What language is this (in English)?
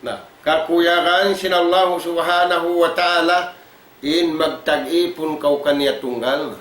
Tausug